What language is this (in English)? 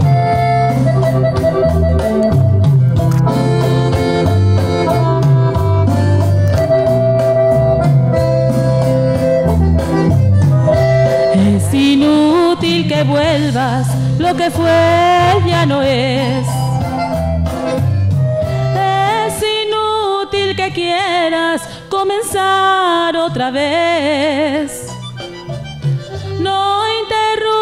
Spanish